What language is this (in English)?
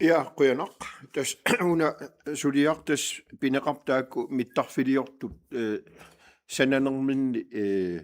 Kalaallisut